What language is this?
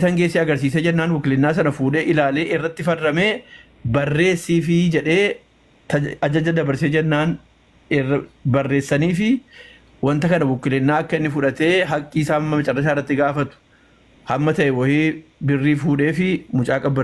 Oromo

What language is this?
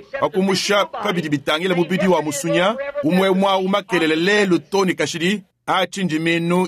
Luba-Lulua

